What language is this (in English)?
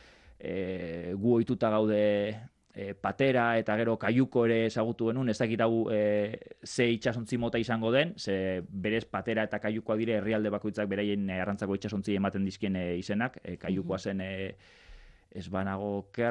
Basque